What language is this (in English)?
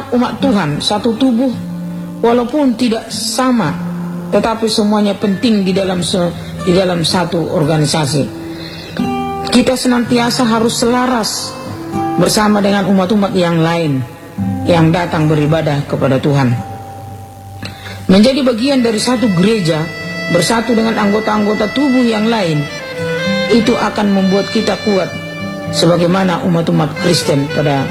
Indonesian